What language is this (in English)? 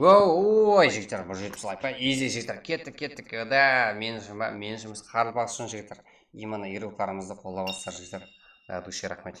Kara-Kalpak